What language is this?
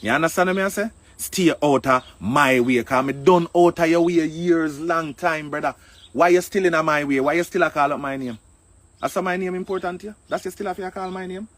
Jamaican Creole English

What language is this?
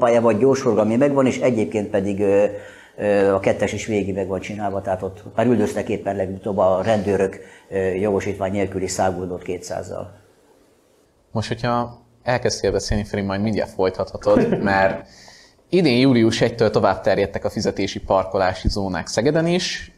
Hungarian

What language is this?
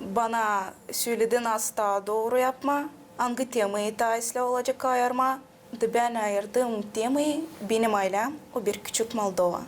Gagauz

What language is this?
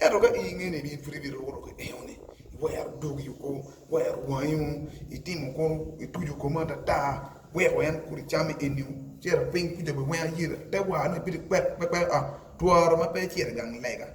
Acoli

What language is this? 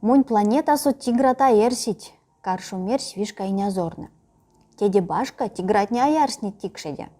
Erzya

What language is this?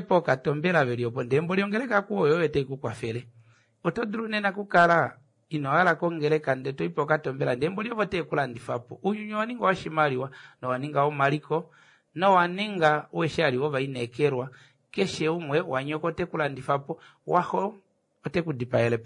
Kuanyama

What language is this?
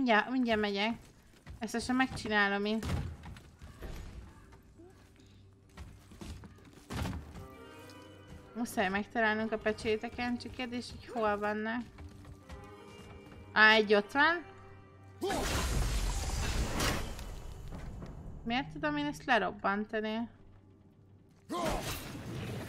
Hungarian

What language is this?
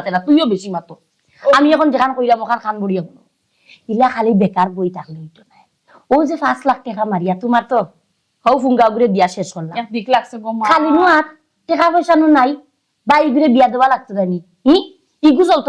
Sylheti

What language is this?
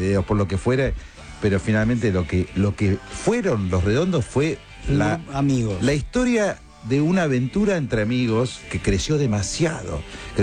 Spanish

